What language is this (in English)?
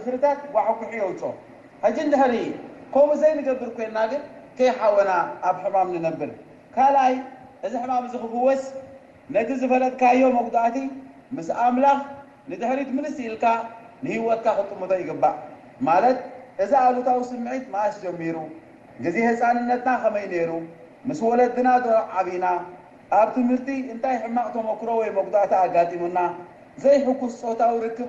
Tigrinya